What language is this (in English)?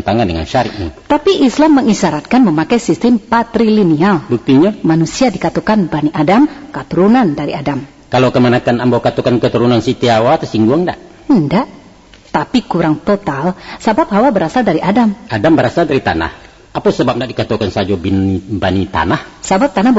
Minangkabau